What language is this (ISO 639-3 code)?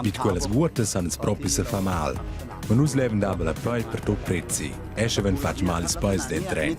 roh